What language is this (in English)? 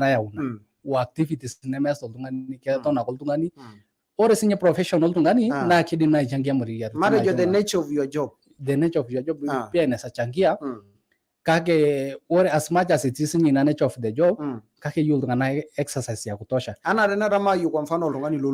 Masai